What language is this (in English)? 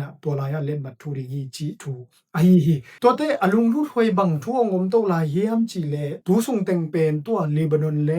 Tedim Chin